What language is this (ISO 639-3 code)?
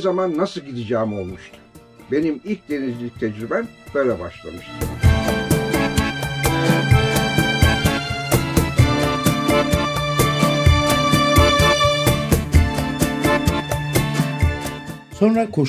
tur